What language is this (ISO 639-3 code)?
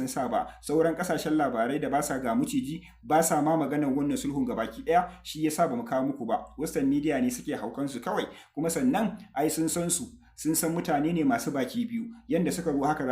hau